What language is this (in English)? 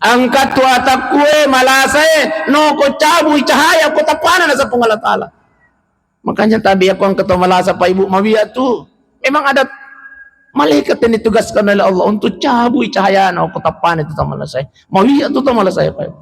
Buginese